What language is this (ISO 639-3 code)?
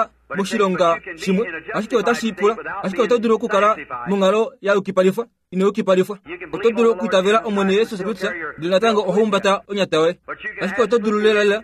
kua